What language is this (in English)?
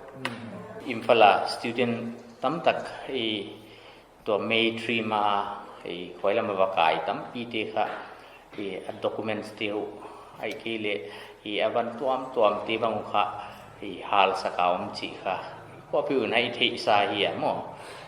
Paite Chin